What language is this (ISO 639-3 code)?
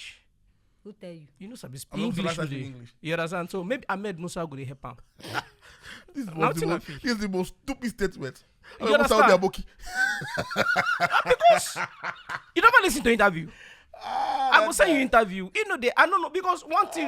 pcm